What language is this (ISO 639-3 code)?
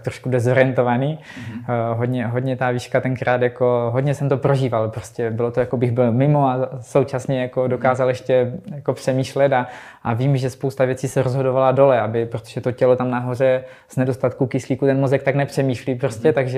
ces